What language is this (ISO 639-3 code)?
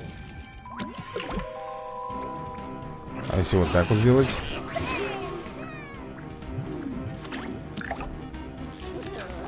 rus